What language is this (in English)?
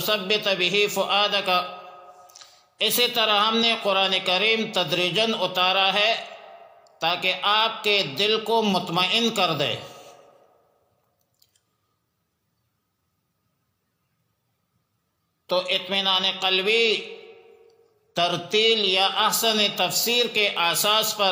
Urdu